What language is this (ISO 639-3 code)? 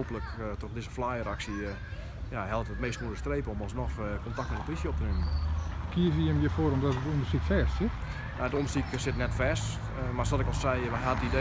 fry